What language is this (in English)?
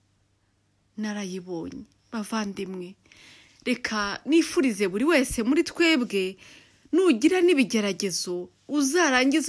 Kinyarwanda